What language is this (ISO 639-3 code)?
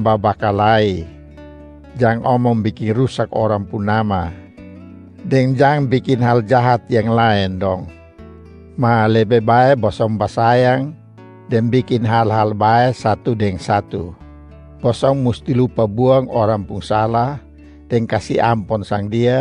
mkn